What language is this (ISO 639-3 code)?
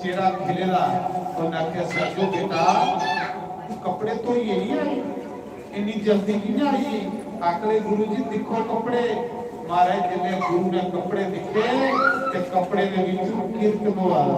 doi